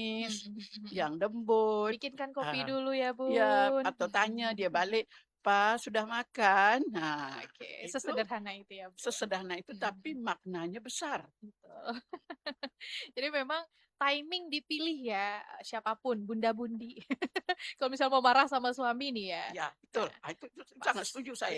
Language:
Indonesian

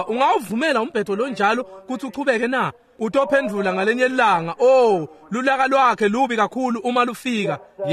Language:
Swati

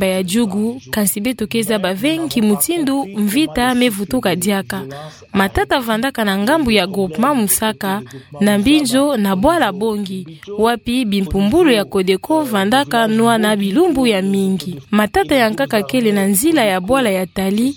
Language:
Kituba (Democratic Republic of Congo)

